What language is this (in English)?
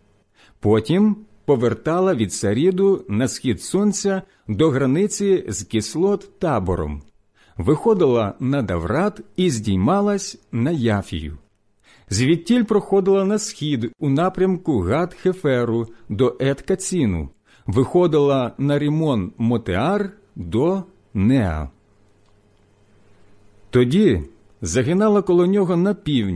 Ukrainian